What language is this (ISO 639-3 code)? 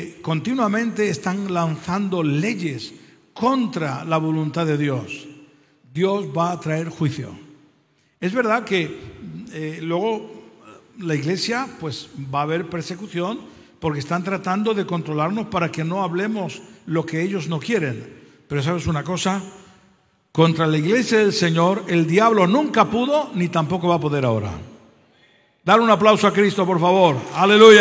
spa